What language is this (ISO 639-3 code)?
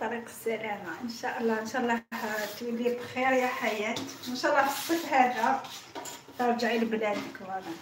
arq